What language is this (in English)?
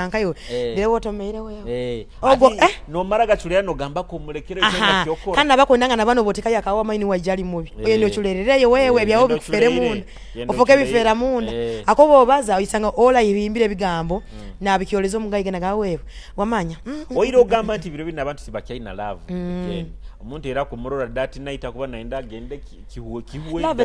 Nyoro